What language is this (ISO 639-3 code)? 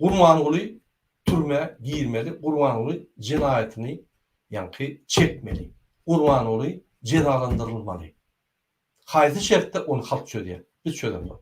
tuk